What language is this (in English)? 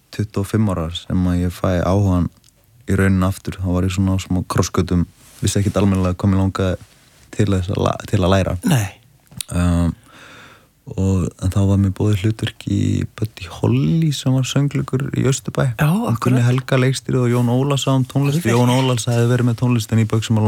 Icelandic